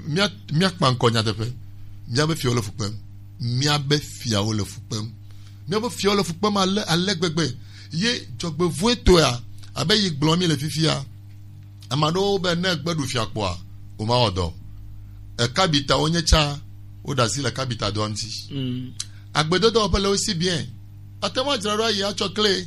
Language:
Gen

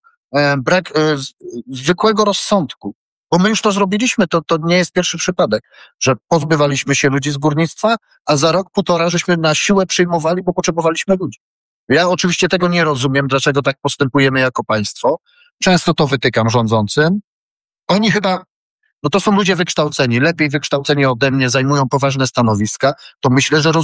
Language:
Polish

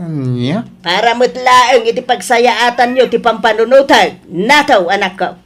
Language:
Iloko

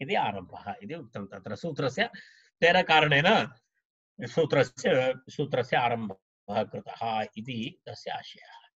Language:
Sanskrit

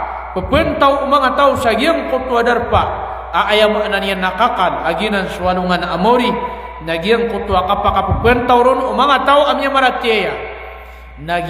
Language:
Maranao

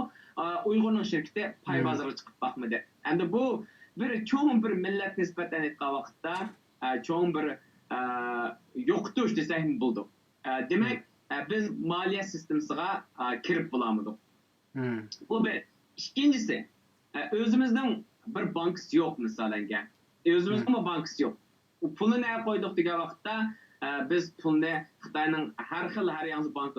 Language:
Uyghur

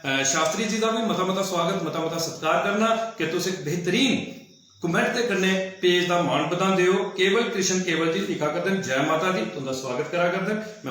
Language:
Dogri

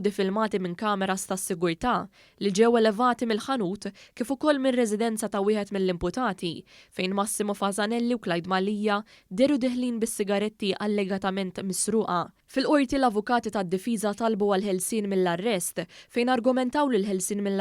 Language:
Maltese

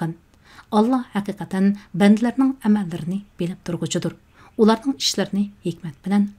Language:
Uyghur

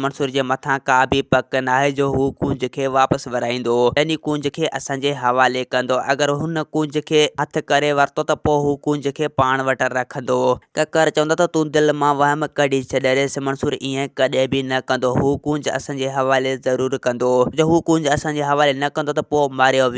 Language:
Sindhi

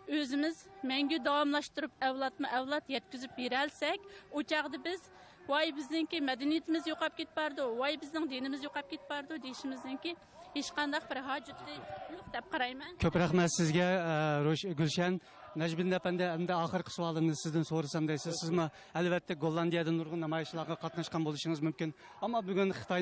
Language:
Uyghur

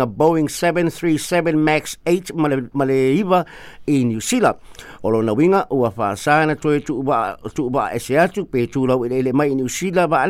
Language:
Samoan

